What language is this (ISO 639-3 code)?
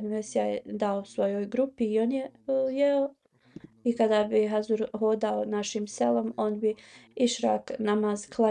bos